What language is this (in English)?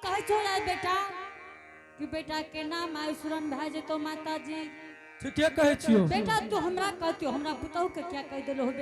Angika